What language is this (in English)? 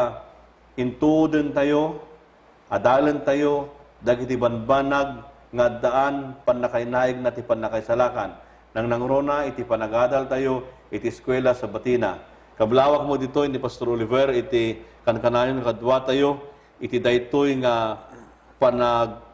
Iloko